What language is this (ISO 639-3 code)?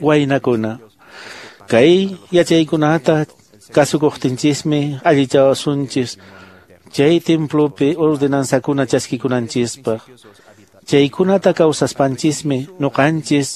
que